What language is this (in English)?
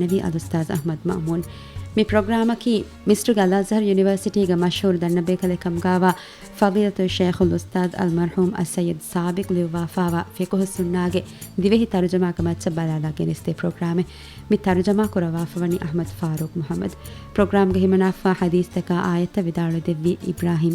Divehi